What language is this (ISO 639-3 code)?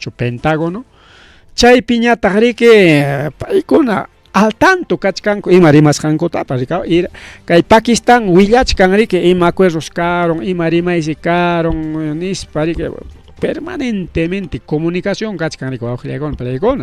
quy